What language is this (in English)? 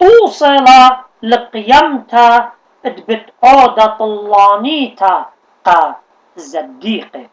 Assyrian Neo-Aramaic